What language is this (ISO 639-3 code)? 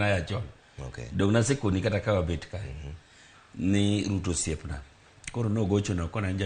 luo